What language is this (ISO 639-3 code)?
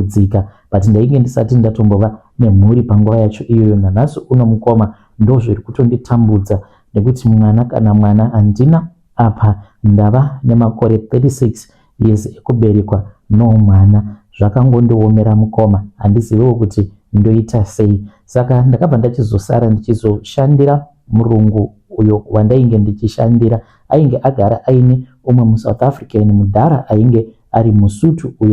sna